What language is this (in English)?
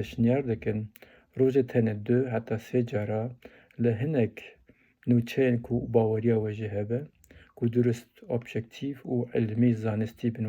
Kurdish